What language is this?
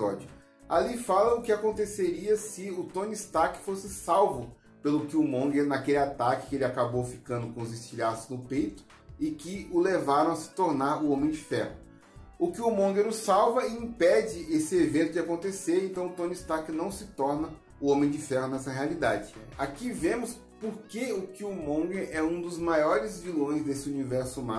Portuguese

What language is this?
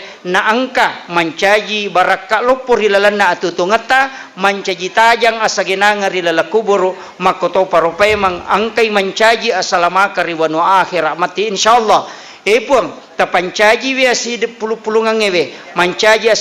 Buginese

